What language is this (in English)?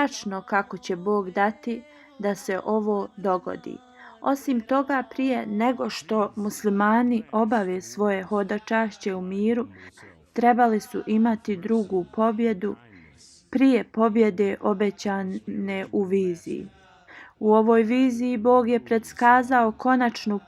Bosnian